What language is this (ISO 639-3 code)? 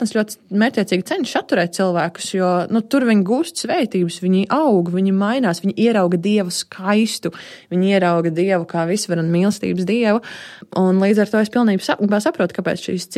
lav